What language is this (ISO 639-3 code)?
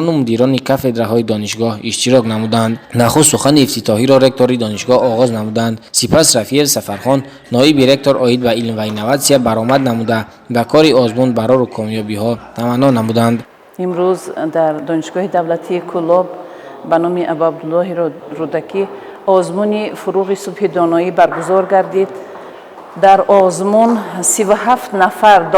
tgk